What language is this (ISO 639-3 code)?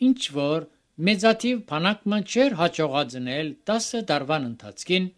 hye